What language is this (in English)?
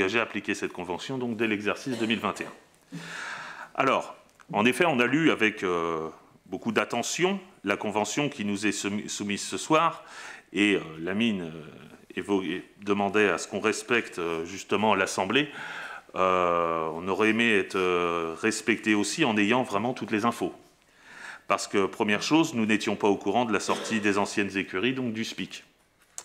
French